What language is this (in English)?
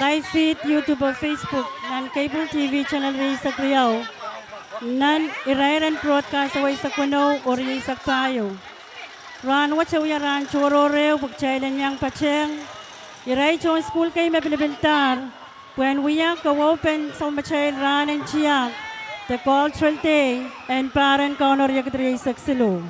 Pohnpeian